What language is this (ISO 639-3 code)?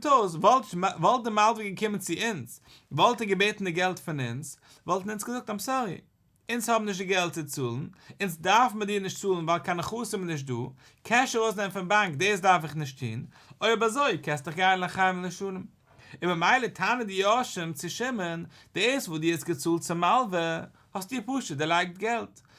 yid